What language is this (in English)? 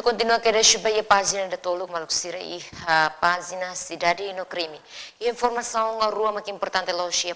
Tetum